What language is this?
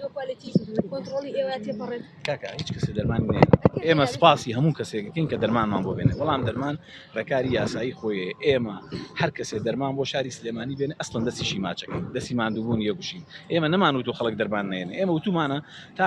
Central Kurdish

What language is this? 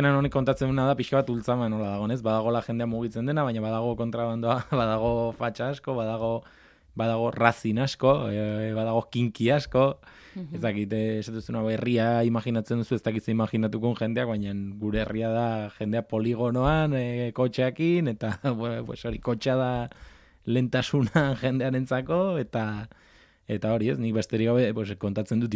Basque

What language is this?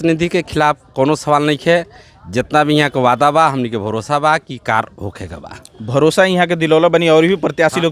Bhojpuri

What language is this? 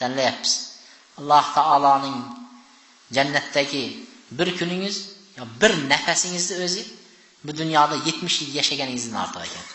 Uzbek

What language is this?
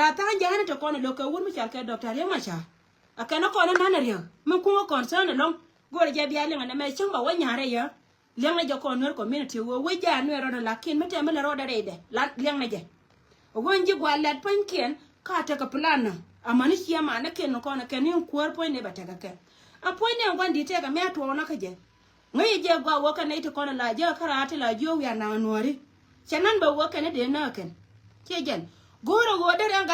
Nuer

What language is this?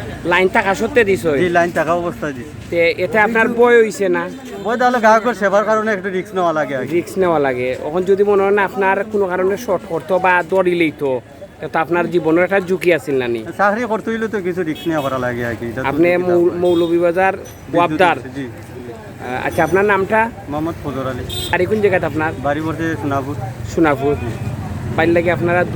Sylheti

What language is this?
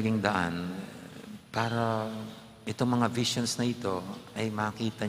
Pampanga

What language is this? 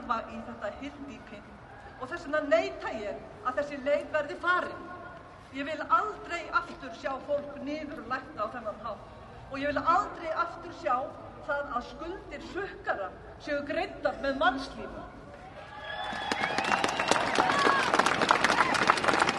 Icelandic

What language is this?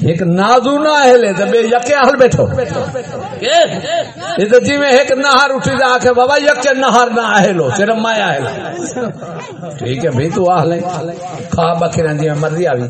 Saraiki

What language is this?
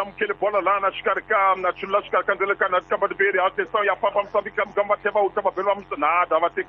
Tsonga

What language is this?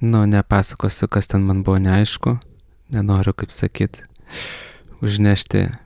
Lithuanian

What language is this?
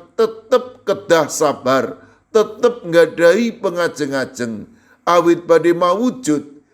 Javanese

